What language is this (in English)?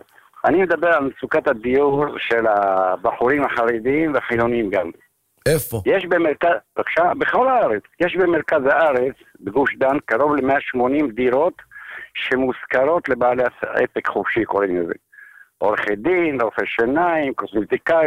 Hebrew